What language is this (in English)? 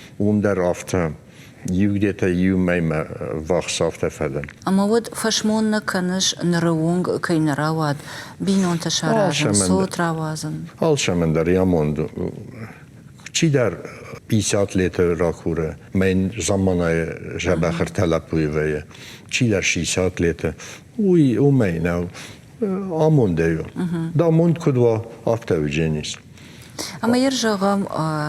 Ossetic